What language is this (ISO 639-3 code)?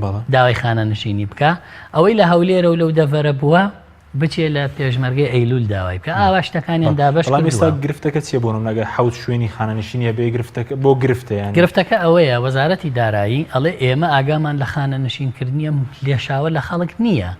ckb